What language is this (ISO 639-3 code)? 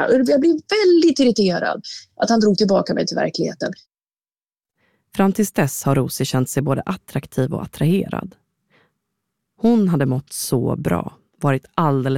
swe